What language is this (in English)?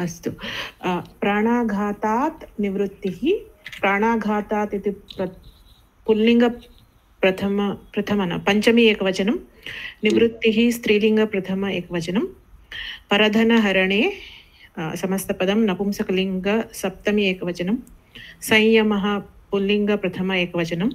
Sanskrit